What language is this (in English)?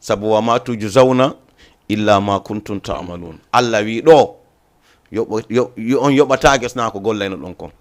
Fula